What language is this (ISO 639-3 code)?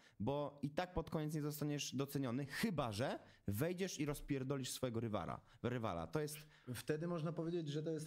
pol